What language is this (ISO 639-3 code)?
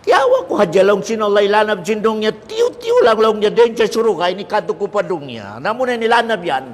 tsg